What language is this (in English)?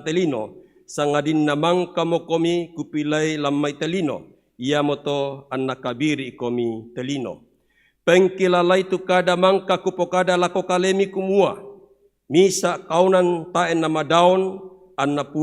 Toraja-Sa'dan